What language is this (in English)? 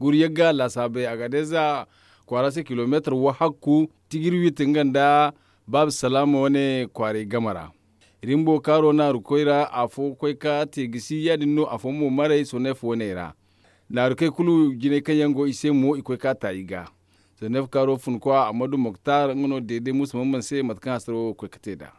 Zarma